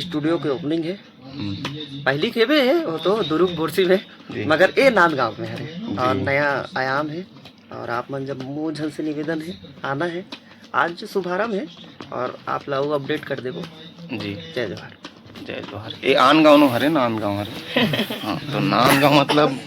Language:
Chhattisgarhi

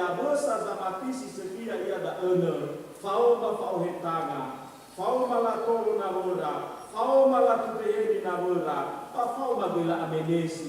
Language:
Nias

